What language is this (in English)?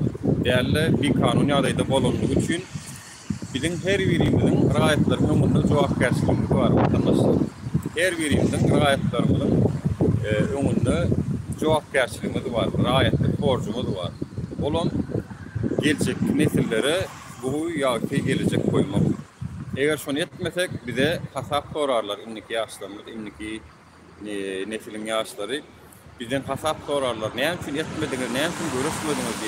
Turkmen